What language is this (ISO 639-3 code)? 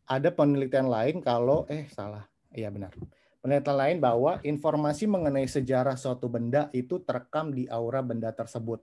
ind